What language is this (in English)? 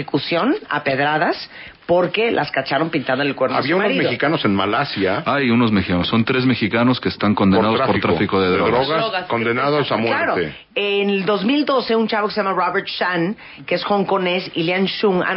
Spanish